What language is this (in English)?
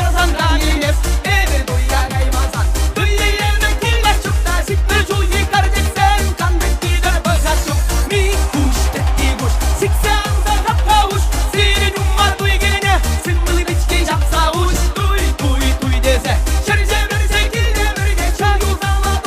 Chuvash